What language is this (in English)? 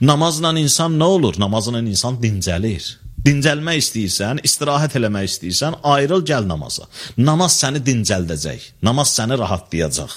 Azerbaijani